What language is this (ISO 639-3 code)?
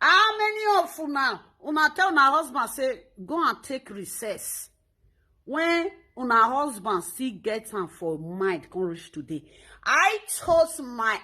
pcm